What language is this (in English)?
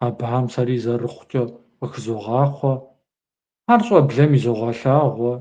Kabardian